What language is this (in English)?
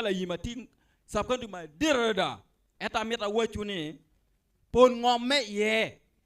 Acoli